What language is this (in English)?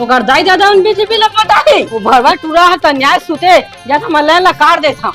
Chhattisgarhi